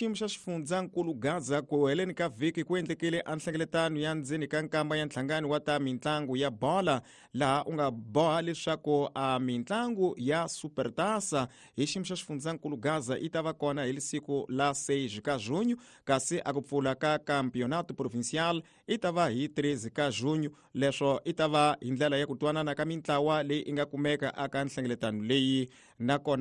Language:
Tsonga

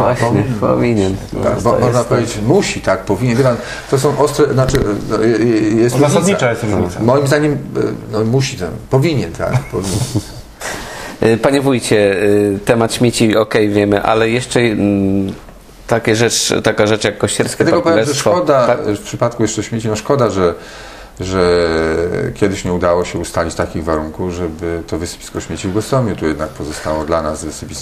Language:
Polish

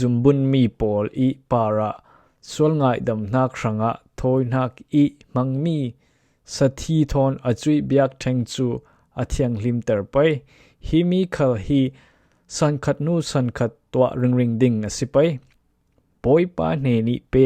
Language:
Falam Chin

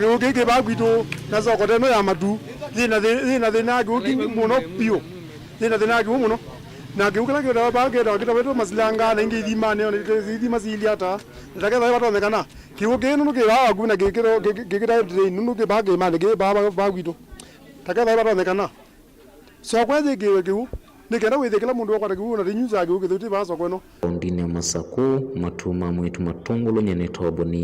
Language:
Kamba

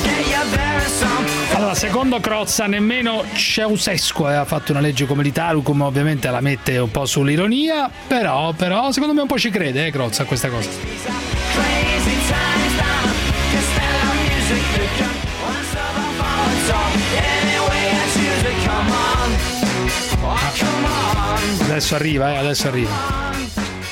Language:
Italian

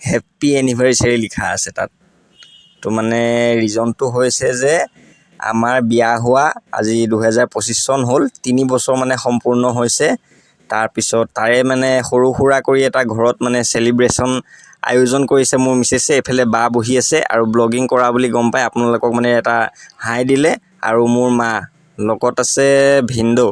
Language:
Assamese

